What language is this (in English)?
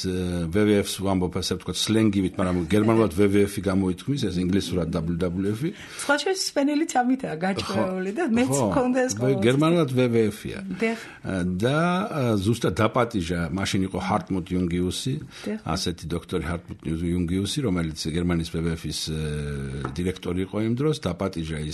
Georgian